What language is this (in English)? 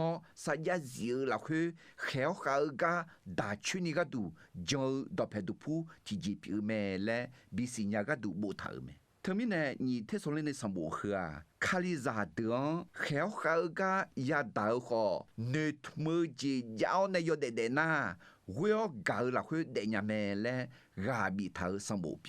Akha